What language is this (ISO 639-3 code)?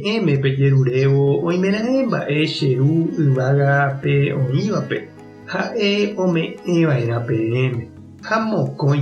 grn